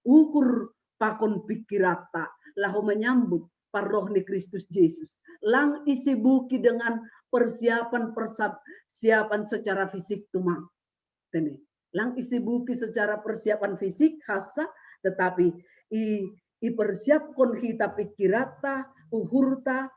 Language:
Batak Simalungun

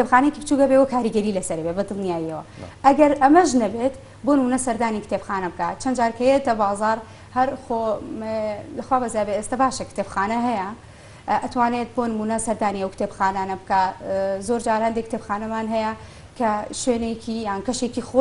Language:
Central Kurdish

